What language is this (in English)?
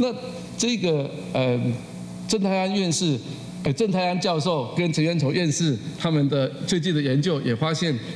Chinese